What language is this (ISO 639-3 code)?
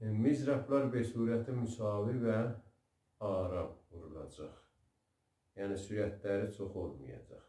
azb